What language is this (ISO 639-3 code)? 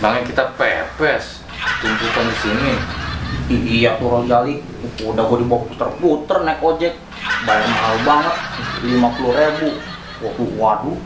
bew